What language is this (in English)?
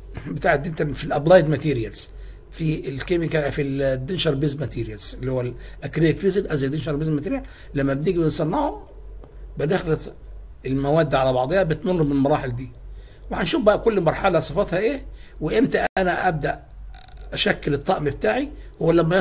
Egyptian Arabic